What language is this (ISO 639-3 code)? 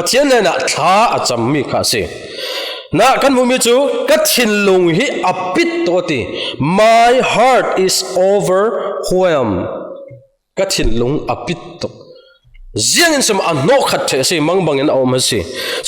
cfm